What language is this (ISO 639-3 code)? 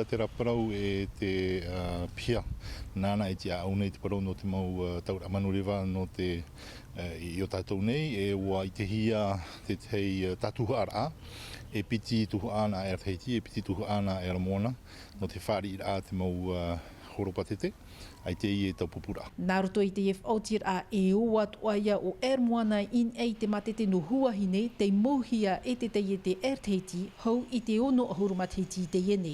tah